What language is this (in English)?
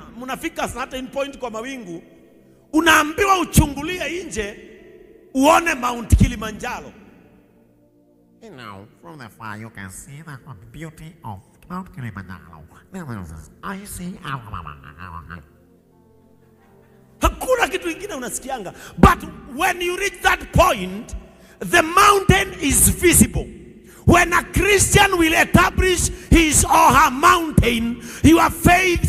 Swahili